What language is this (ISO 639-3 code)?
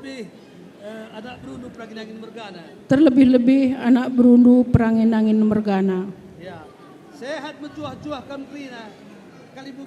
btx